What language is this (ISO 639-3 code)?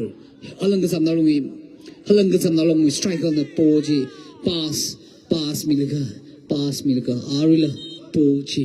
nmf